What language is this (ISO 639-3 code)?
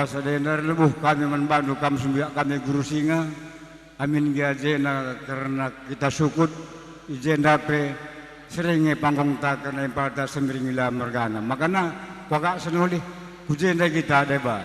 btx